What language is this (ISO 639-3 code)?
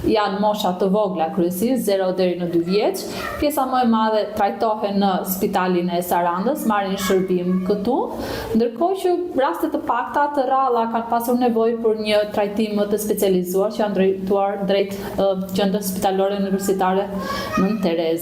sqi